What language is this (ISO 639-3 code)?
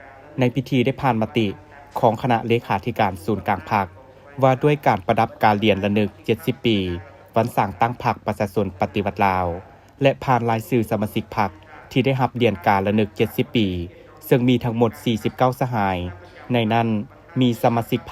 lao